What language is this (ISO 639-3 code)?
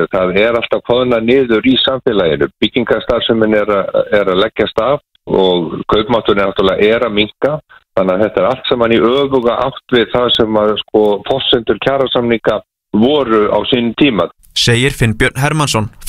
isl